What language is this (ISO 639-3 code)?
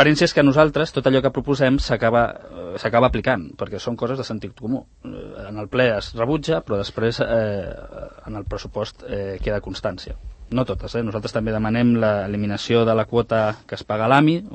cat